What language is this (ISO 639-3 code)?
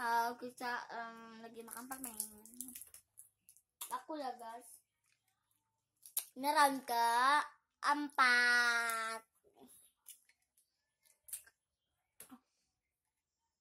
ind